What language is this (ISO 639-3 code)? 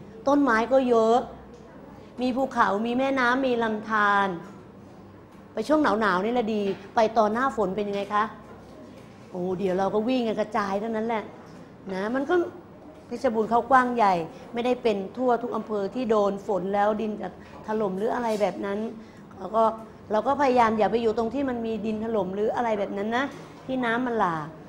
tha